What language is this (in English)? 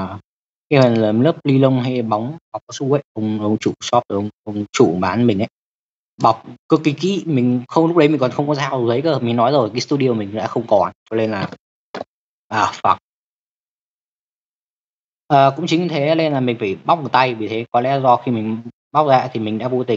Vietnamese